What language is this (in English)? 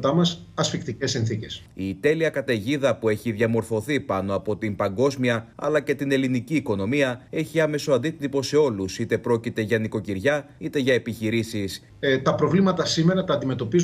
Greek